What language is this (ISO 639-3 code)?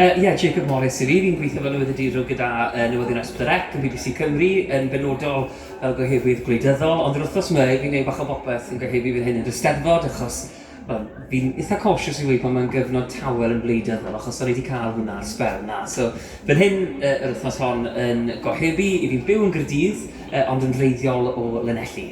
cym